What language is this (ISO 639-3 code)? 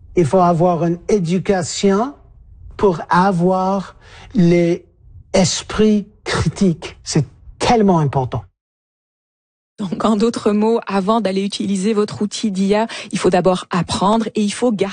fra